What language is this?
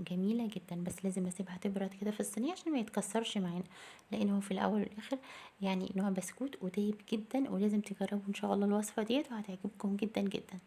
Egyptian Arabic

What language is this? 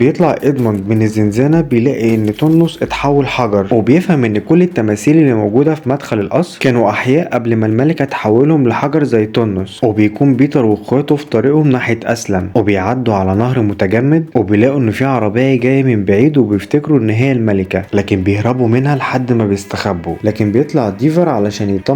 Egyptian Arabic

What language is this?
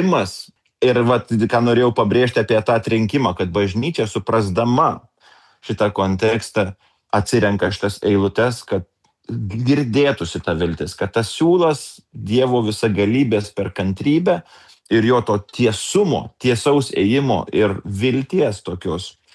Lithuanian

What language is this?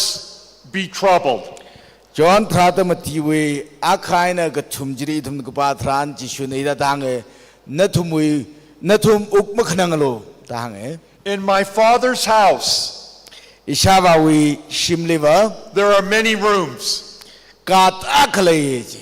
Tangkhul Naga (India)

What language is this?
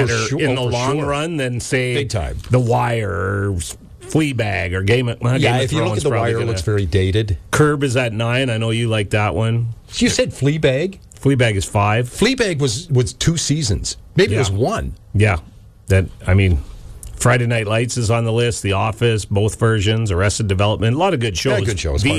English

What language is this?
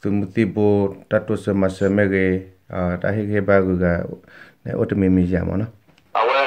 S'gaw Karen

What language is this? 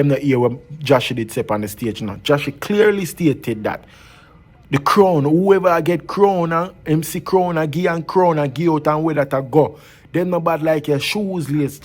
Jamaican Creole English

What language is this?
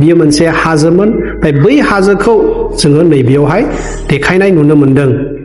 Bodo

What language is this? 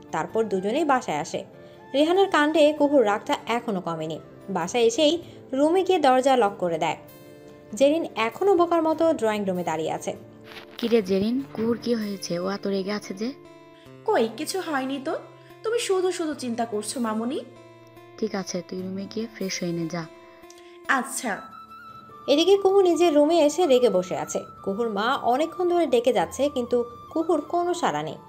Bangla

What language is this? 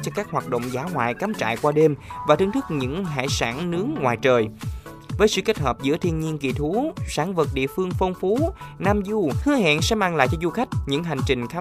Vietnamese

